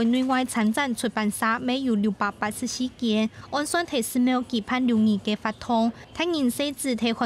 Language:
Hakka Chinese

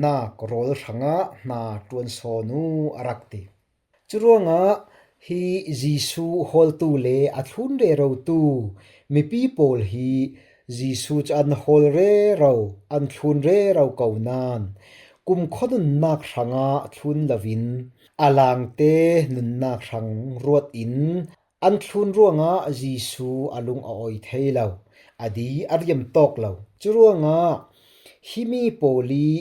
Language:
Falam Chin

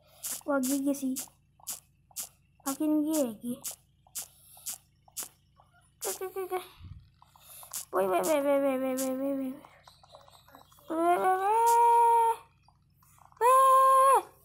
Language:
Indonesian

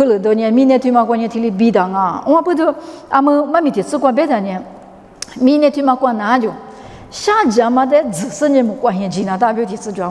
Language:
Lisu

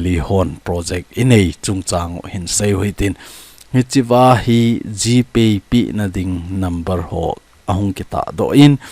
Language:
Thado Chin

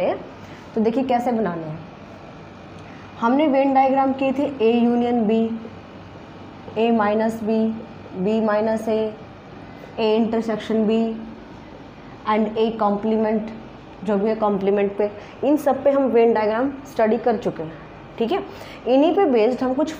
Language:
Hindi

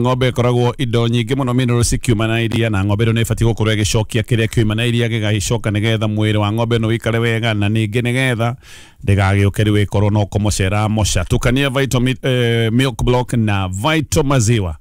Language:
Kikuyu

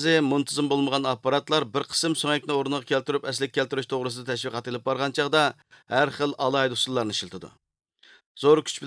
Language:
Uyghur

